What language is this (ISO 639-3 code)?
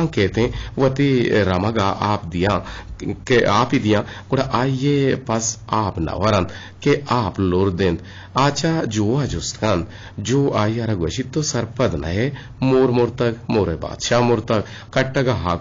bgp